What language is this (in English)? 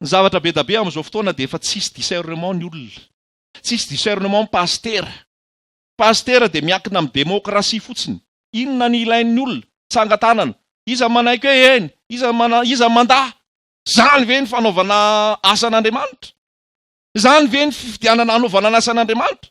Malagasy